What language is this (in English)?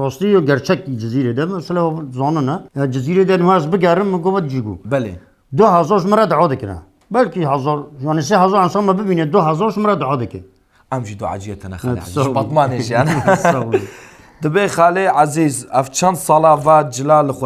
Kurdish